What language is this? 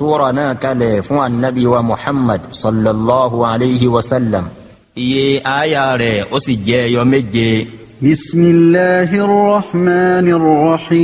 Yoruba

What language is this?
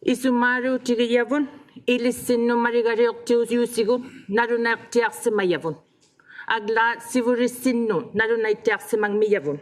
Inuktitut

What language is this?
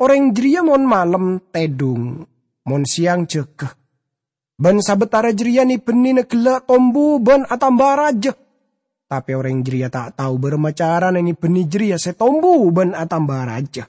Madurese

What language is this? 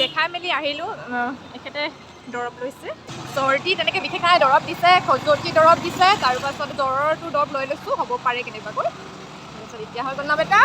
Assamese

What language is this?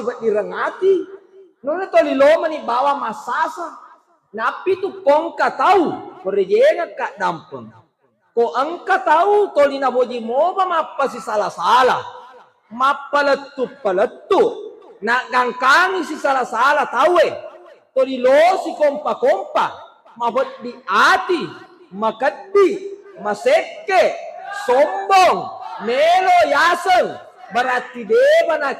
Buginese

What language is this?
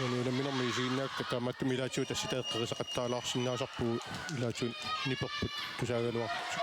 Kalaallisut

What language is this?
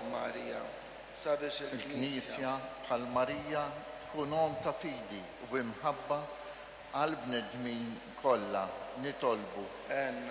Maltese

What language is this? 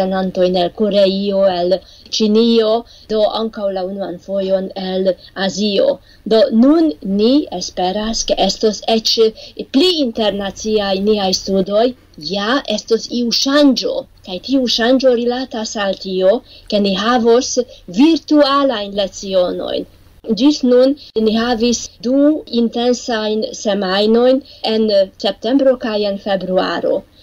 Esperanto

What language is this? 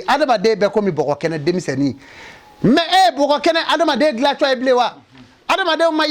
Bambara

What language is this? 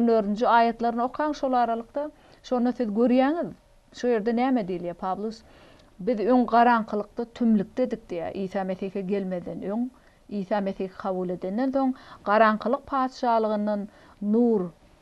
Turkmen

